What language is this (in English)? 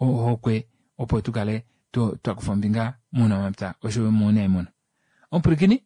Kuanyama